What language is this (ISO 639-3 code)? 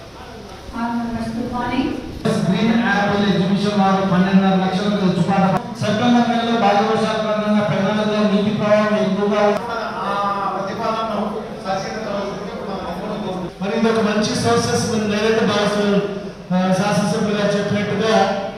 tel